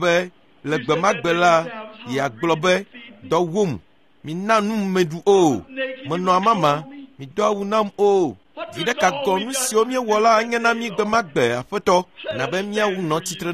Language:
Ewe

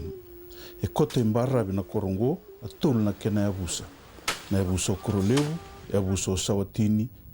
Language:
Fijian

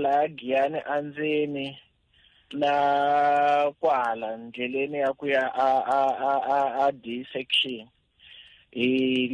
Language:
Tsonga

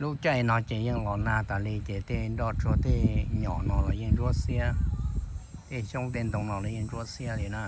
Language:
Hmong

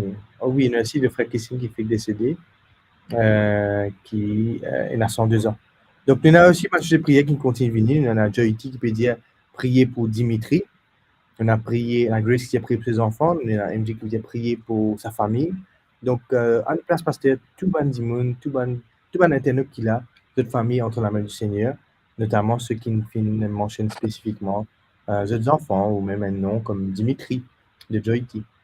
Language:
Morisyen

